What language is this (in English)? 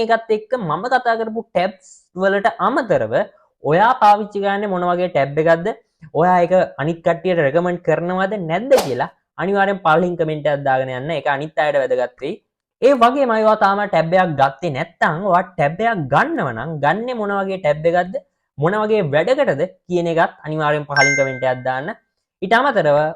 Sinhala